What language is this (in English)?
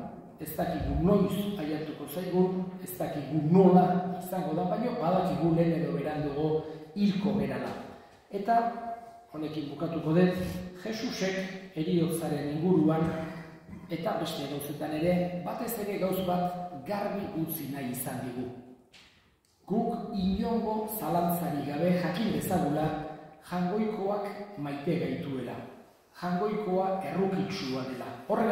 Basque